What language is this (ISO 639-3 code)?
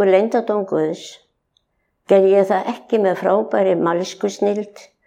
isl